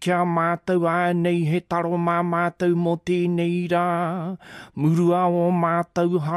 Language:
Māori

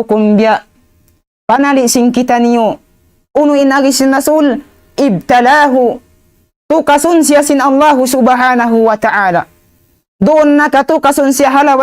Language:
Tausug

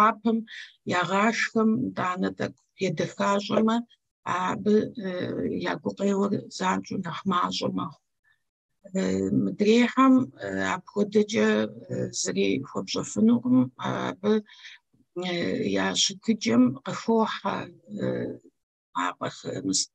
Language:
Kabardian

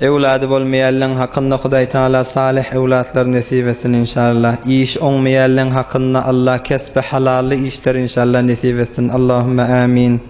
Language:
Turkmen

